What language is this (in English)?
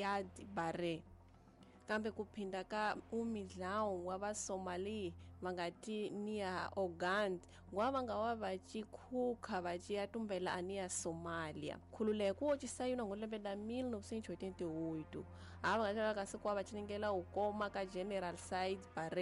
Tsonga